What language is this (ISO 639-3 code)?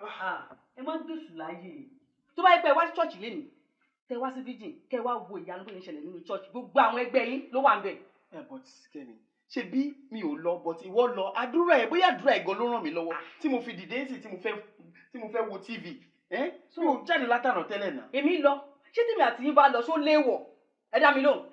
yor